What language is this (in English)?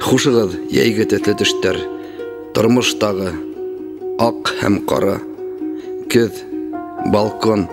Bashkir